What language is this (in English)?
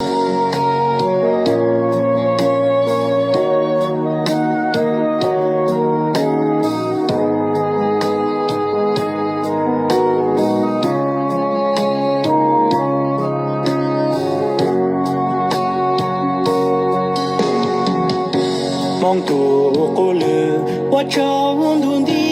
Hmong